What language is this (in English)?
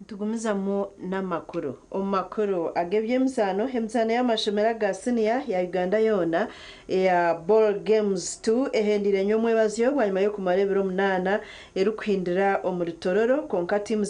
Nyankole